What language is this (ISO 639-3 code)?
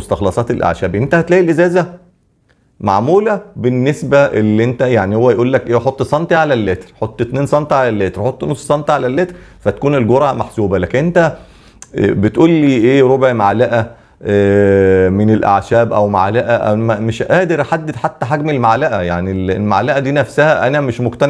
arz